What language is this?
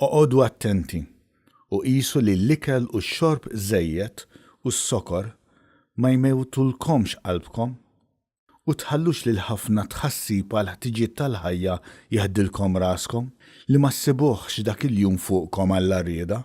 Maltese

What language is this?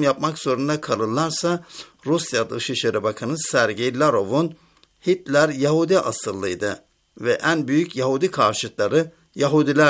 Turkish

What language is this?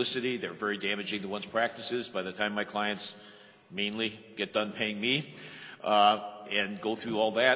English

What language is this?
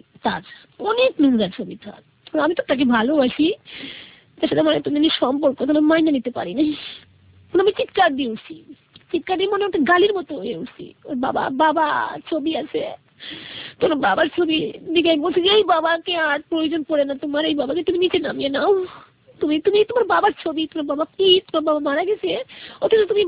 Bangla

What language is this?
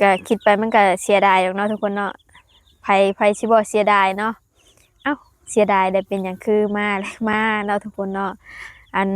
Lao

